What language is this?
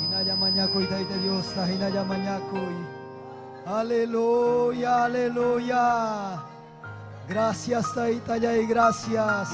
Ayacucho Quechua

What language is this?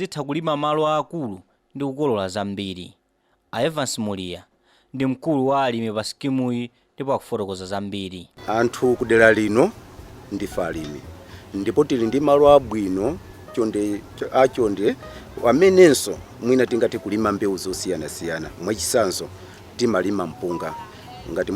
Nyanja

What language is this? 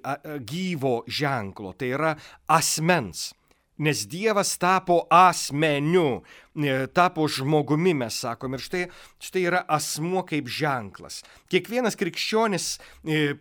Lithuanian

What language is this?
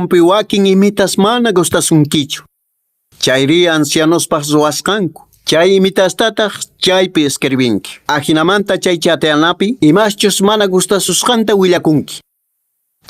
Quechua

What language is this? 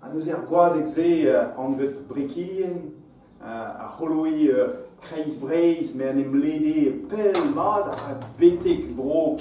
Breton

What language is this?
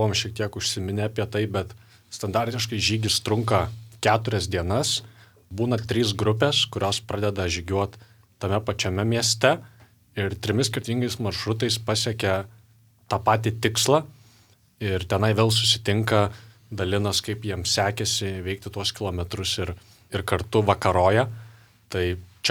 Lithuanian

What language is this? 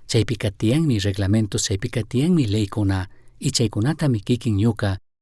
Chimborazo Highland Quichua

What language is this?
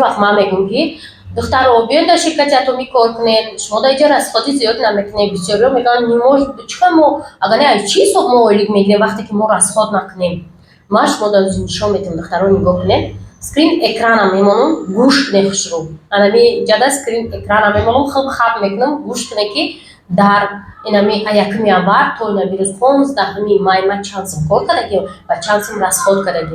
Tajik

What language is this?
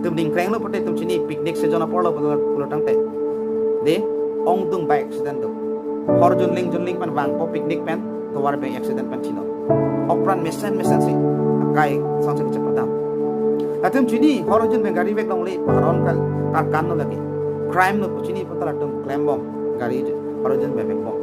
Karbi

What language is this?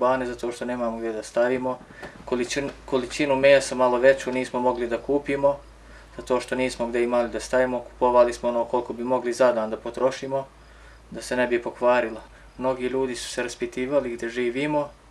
Bosnian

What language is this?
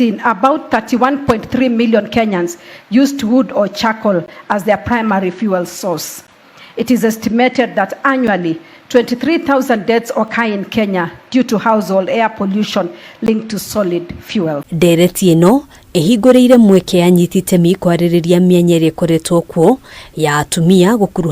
Kikuyu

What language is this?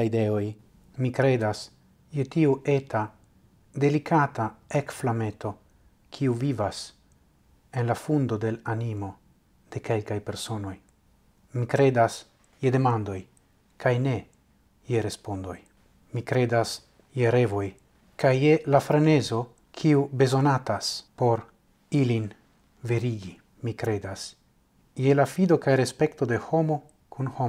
Esperanto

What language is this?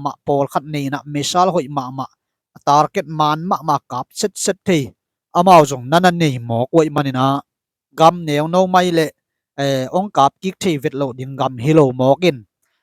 Tedim Chin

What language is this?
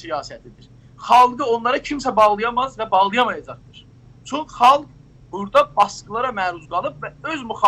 South Azerbaijani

